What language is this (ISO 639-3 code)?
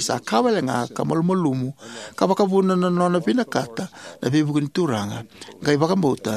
fij